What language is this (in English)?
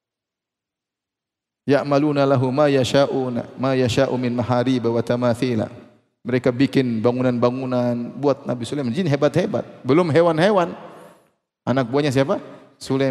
Indonesian